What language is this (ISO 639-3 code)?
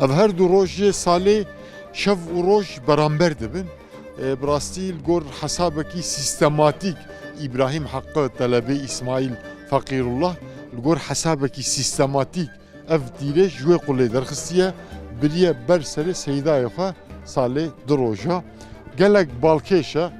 kur